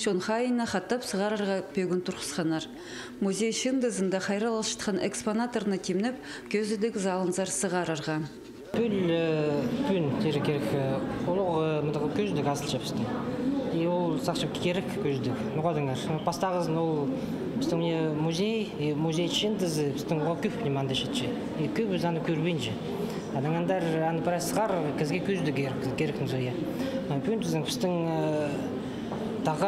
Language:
Khakas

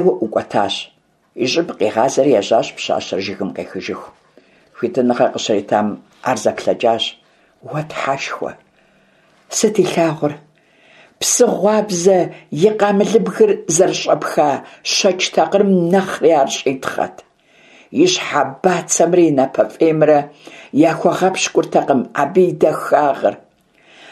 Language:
Kabardian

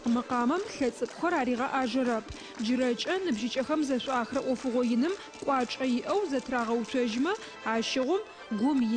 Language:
Adyghe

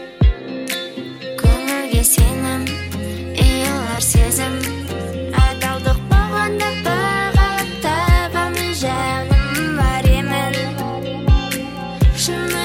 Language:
Kazakh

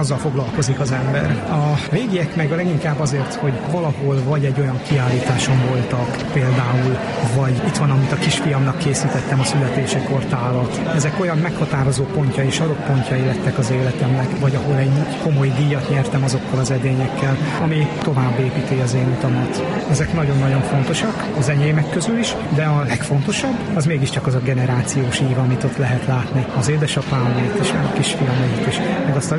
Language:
Hungarian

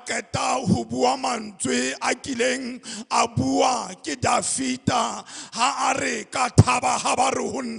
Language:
Southern Sotho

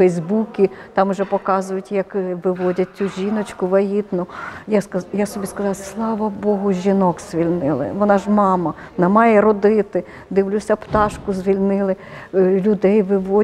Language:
Ukrainian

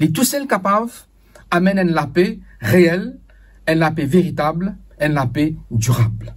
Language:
Morisyen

